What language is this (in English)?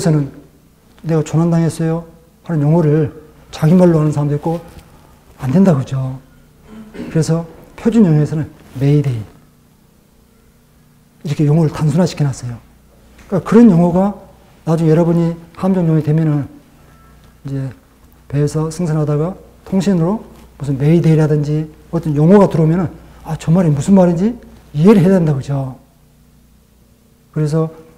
Korean